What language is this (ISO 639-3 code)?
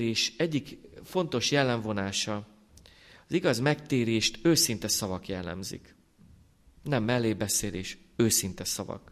hun